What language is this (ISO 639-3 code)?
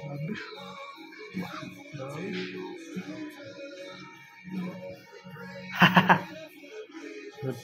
hun